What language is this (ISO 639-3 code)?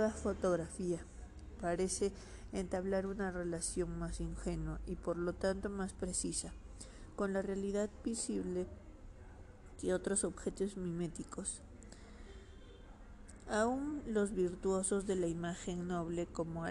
spa